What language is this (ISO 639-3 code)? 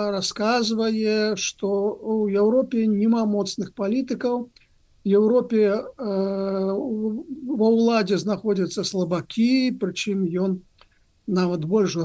bel